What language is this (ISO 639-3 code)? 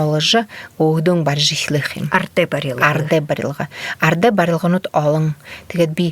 bua